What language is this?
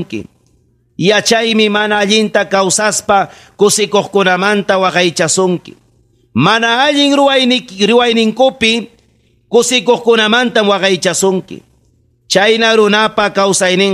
Ayacucho Quechua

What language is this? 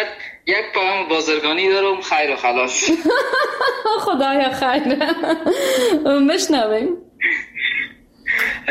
Persian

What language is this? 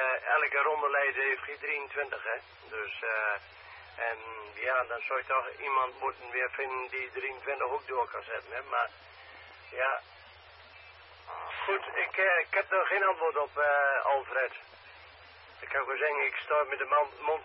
Dutch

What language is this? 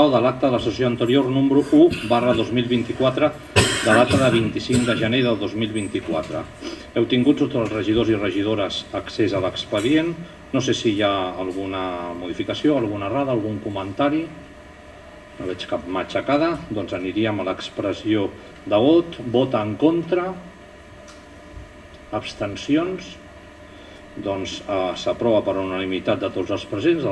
Catalan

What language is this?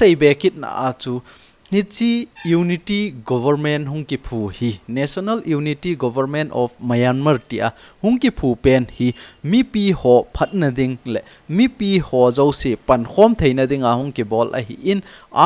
Thado Chin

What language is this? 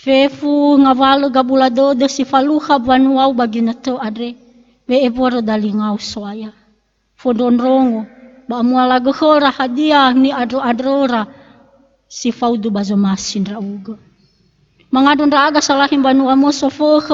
Nias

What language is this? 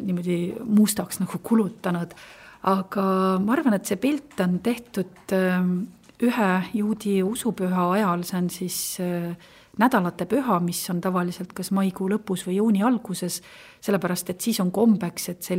Estonian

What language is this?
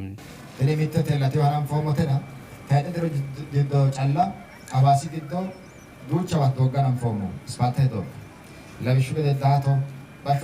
Sidamo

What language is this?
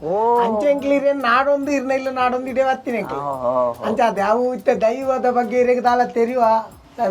Tulu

